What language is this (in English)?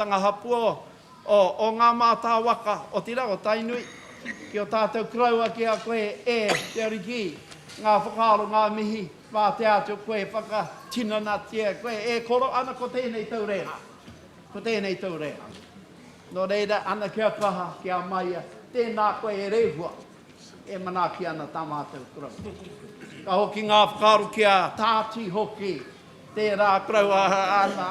Māori